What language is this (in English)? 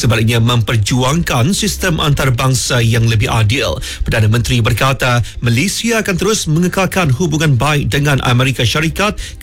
Malay